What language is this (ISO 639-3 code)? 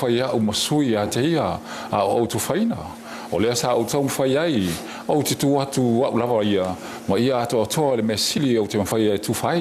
smo